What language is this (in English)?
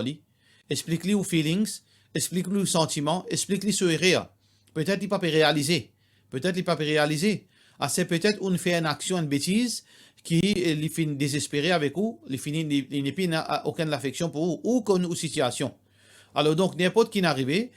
Morisyen